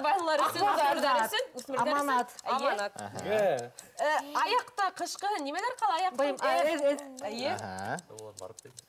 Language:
Bashkir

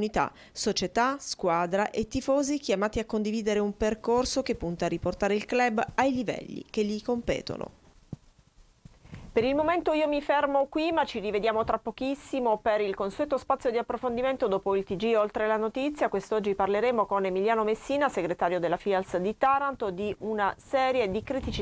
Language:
Italian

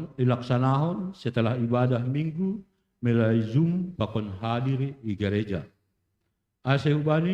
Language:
Batak Simalungun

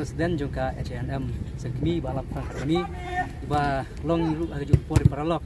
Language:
Khasi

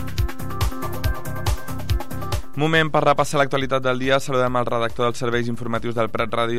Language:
Catalan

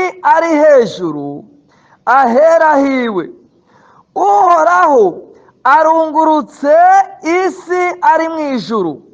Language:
Rundi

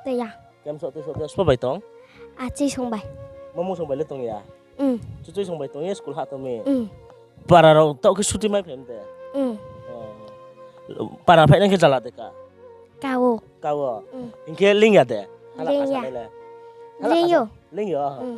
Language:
Riang (India)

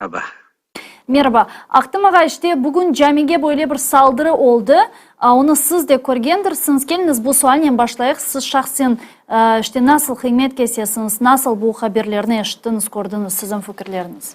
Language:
Crimean Tatar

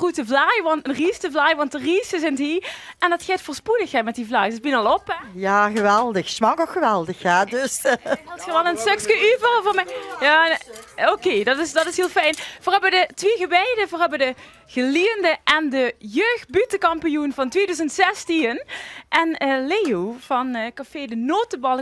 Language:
Limburgish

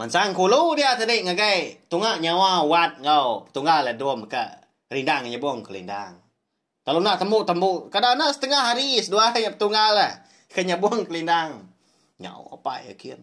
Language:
Iban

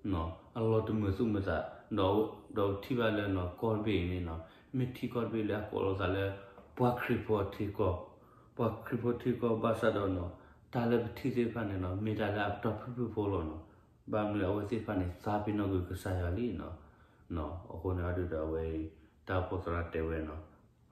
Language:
S'gaw Karen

